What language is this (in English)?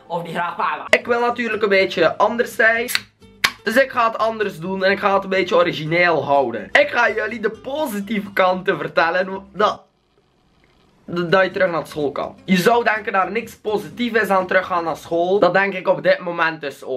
Dutch